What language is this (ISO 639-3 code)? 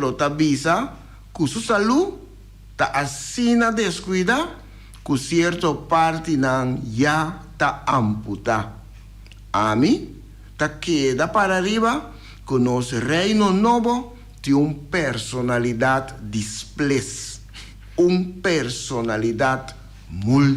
pap